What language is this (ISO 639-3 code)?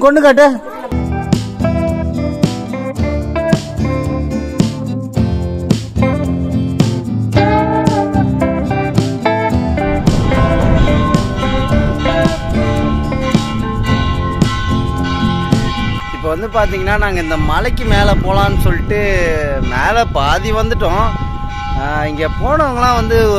tam